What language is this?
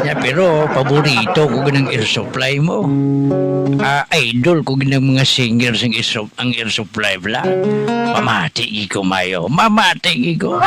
Hiligaynon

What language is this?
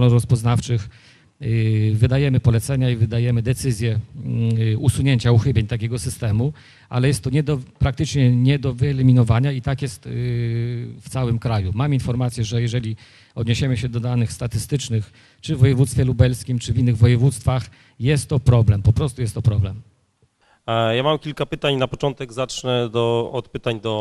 Polish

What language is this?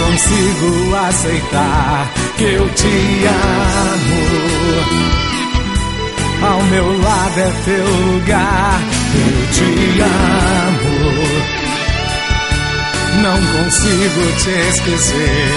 Portuguese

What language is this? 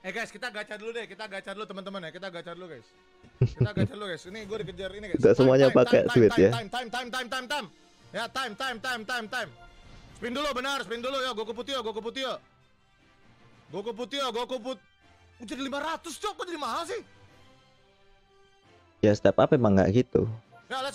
Indonesian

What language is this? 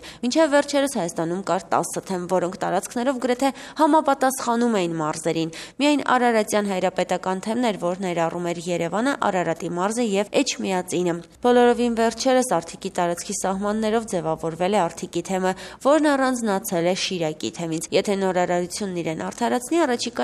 Armenian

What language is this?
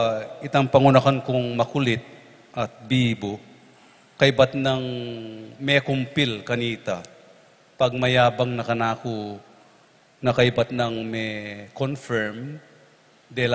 Pampanga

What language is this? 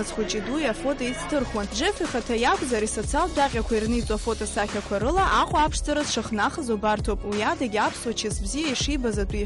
Abkhazian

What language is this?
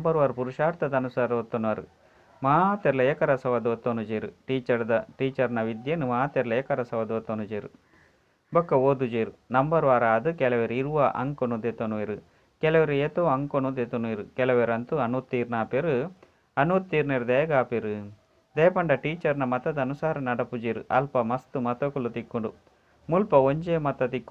Tulu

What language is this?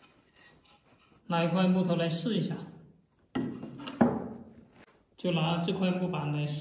Chinese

